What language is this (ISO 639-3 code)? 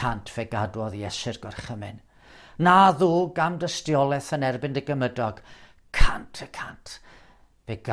cym